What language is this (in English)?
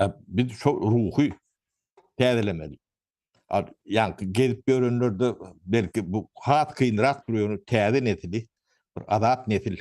Turkmen